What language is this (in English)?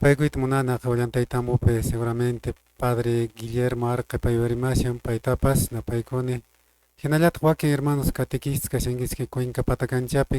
Quechua